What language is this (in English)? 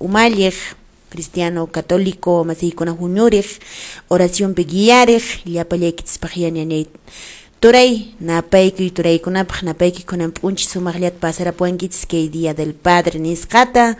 Quechua